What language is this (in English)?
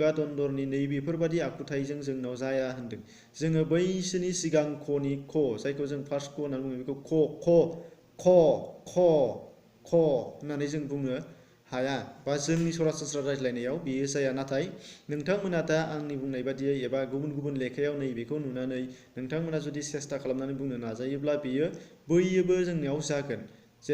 Bodo